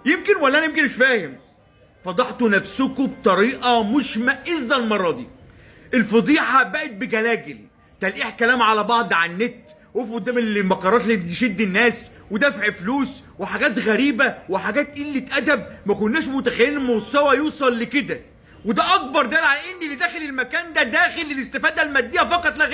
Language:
Egyptian Arabic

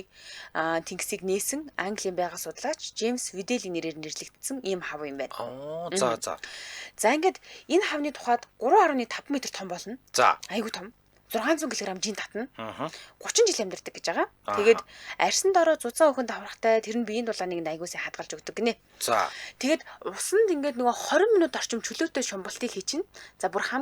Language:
Mongolian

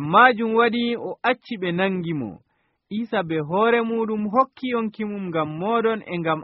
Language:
Nigerian Fulfulde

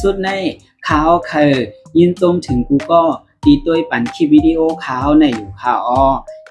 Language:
Shan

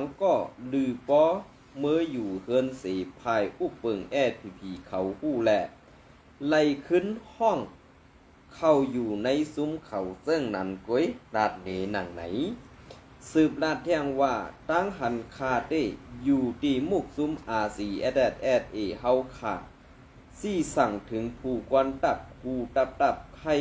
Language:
Shan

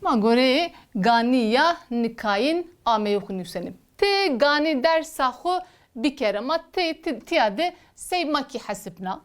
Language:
Zaza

